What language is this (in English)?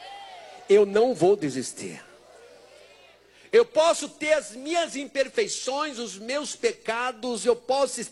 Portuguese